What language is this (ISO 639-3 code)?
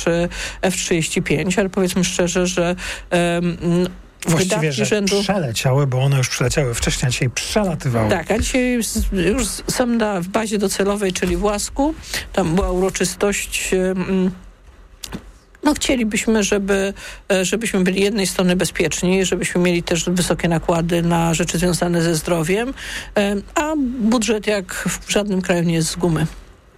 pol